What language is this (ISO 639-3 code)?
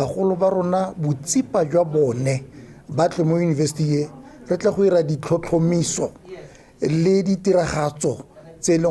tsn